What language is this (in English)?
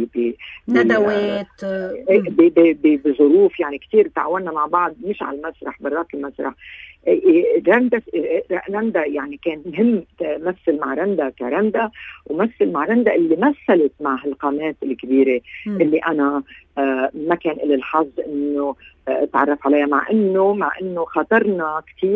North Levantine Arabic